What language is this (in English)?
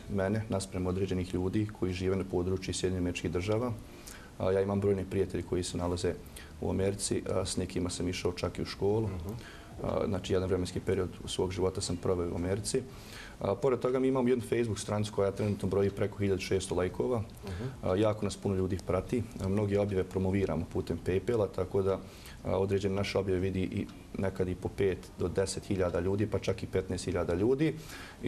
Bosnian